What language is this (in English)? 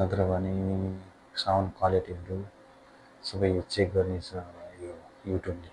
Nepali